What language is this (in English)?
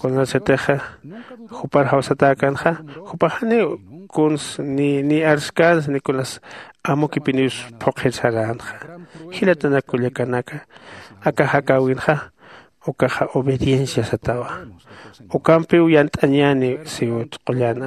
Aymara